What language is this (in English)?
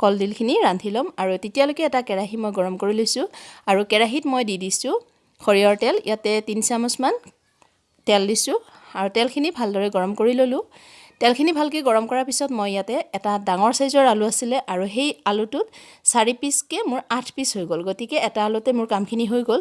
Assamese